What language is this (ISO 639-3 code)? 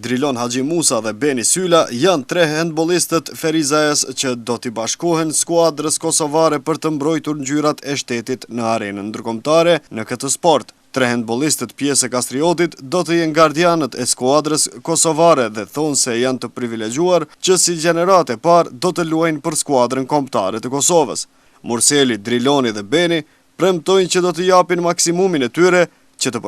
sqi